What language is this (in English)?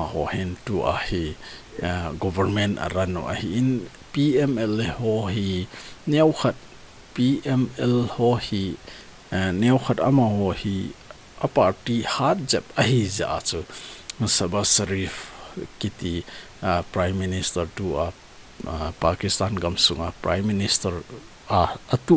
Thado Chin